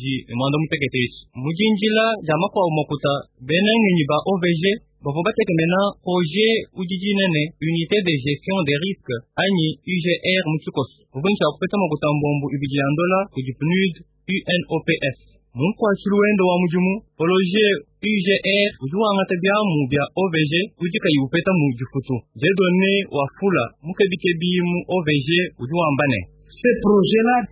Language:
Luba-Lulua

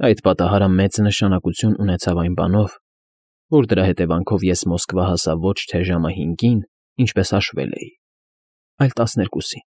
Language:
Armenian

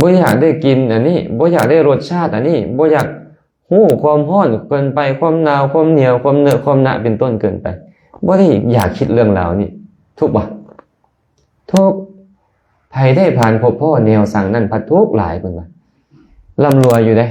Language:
Lao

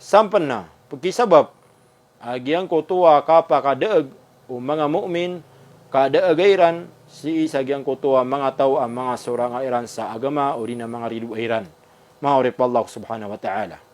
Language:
Maranao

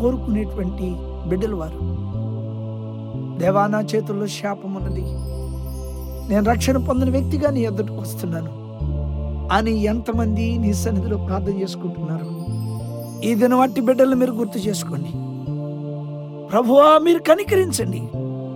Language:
Telugu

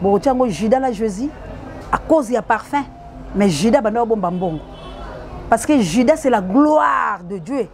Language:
Lingala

